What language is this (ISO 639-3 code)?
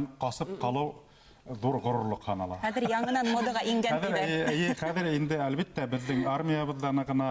bak